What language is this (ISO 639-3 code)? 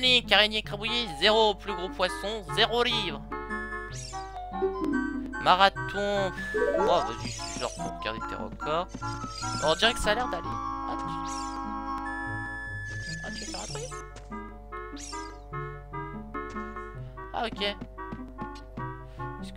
fra